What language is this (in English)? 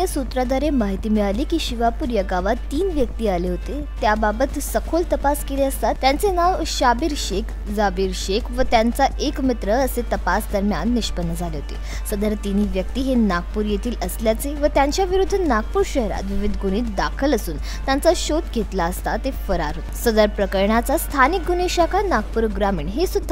Marathi